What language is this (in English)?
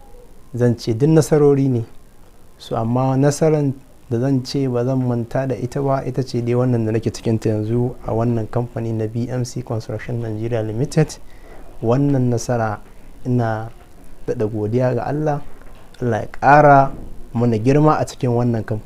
Hausa